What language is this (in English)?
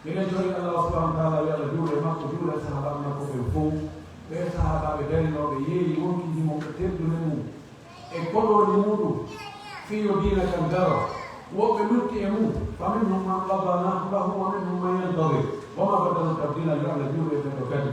Pular